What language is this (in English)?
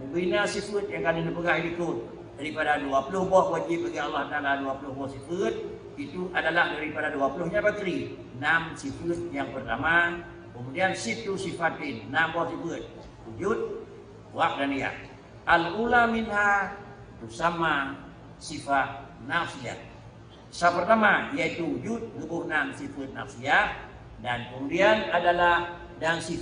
Achinese